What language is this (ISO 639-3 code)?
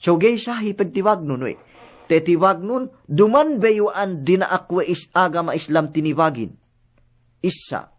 yka